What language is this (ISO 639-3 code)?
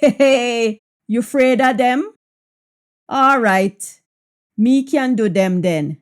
jam